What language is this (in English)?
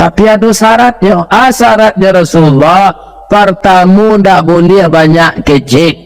Minangkabau